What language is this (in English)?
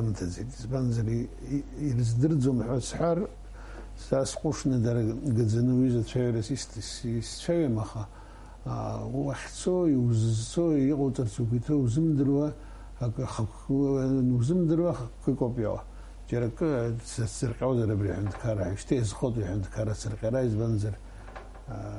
Abkhazian